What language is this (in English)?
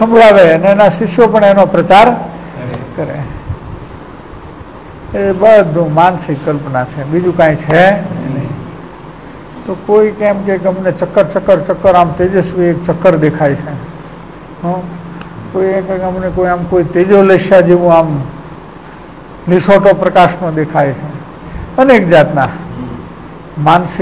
Gujarati